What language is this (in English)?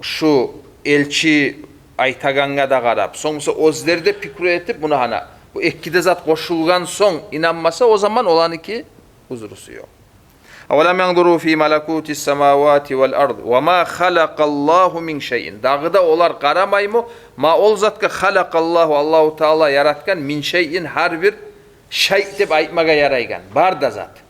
Kumyk